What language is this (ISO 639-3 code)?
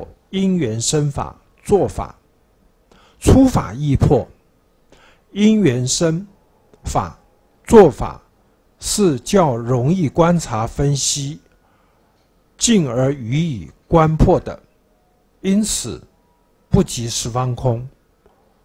zho